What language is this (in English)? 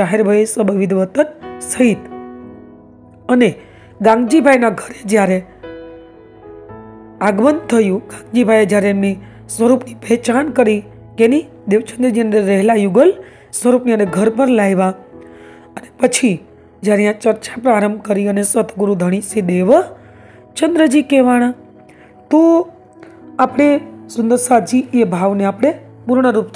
Gujarati